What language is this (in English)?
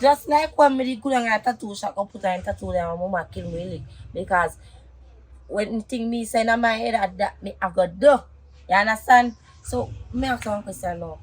Jamaican Creole English